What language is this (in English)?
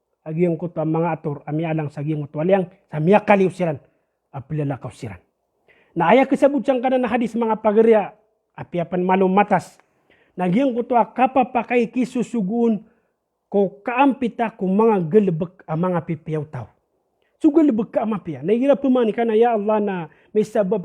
Maranao